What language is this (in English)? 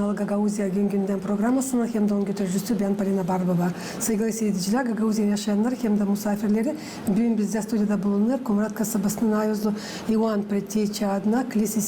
Gagauz